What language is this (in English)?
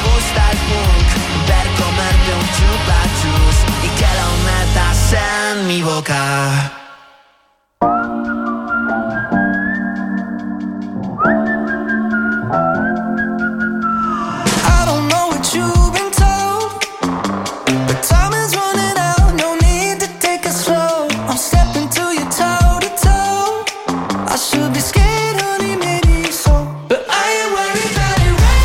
Basque